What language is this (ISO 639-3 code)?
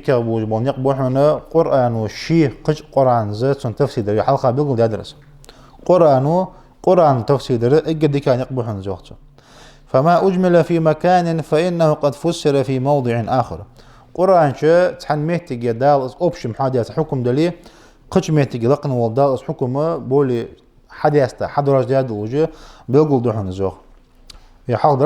inh